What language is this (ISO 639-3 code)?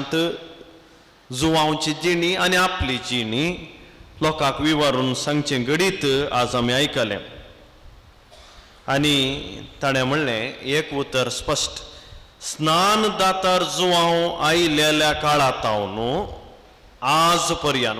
kok